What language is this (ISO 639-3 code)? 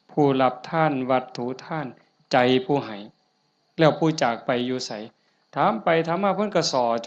tts